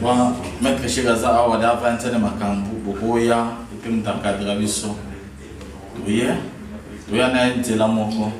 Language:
Lingala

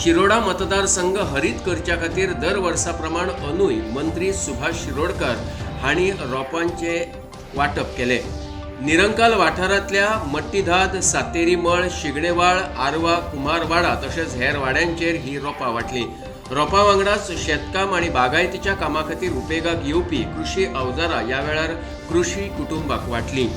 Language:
Konkani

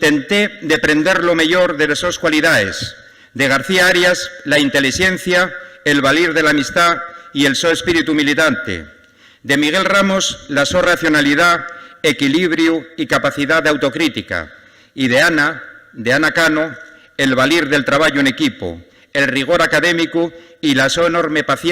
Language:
Asturian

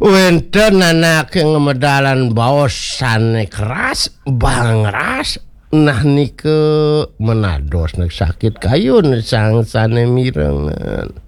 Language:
Balinese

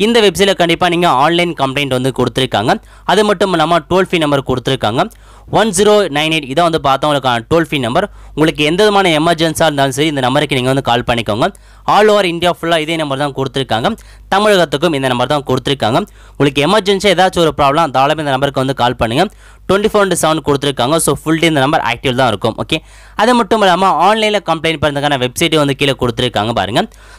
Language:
Tamil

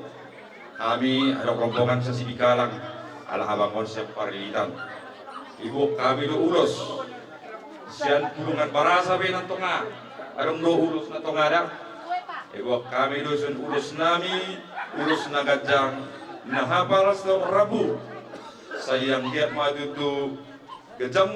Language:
Batak Toba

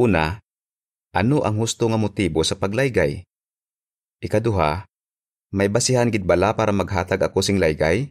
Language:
Hiligaynon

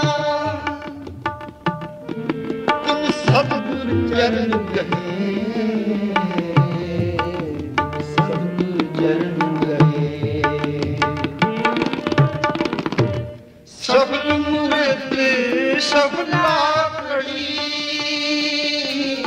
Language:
Punjabi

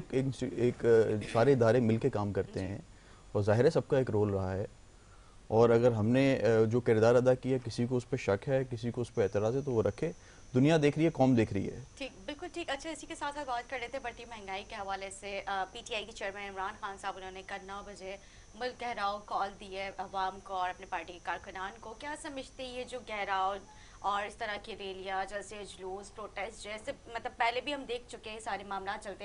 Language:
Urdu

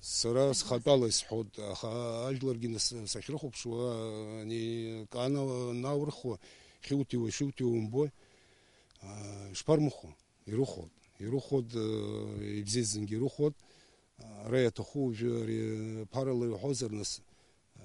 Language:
Abkhazian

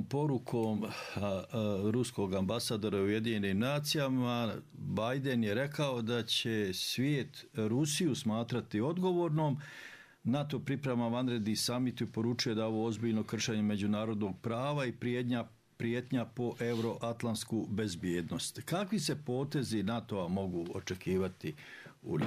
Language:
Bosnian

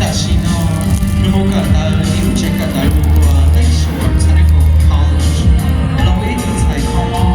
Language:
Hmong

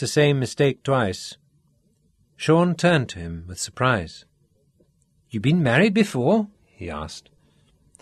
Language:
English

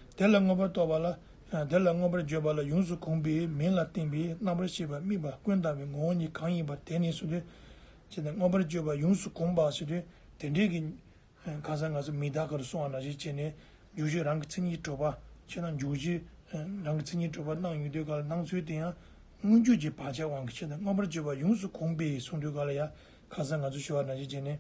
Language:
Tibetan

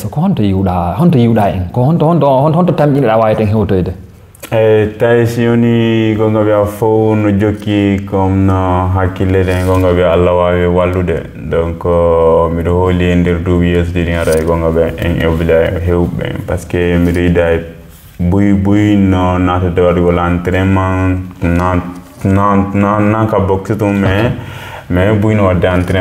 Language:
Fula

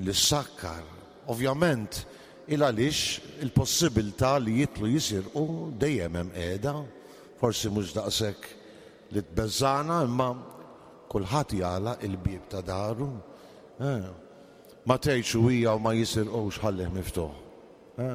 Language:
Maltese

